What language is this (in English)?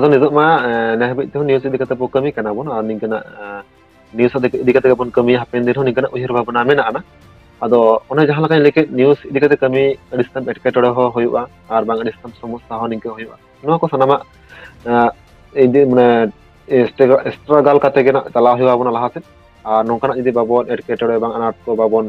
Santali